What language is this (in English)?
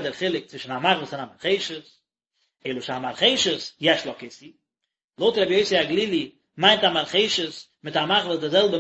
Yiddish